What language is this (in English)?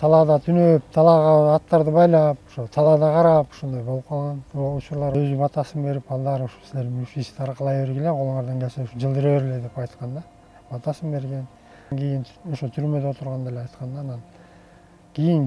Kyrgyz